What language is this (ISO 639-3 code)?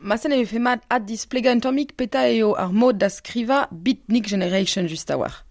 bre